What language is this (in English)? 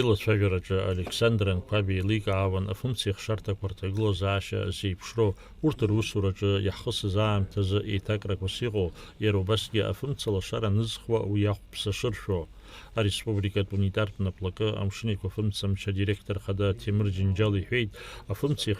Abkhazian